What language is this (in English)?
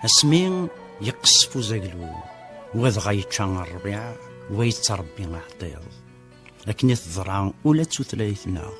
Kabyle